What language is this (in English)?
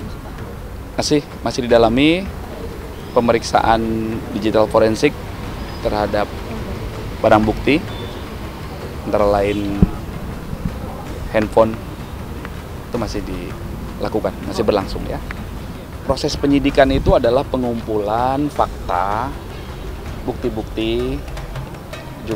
Indonesian